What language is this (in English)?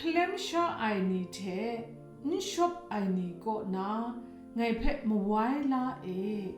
Kachin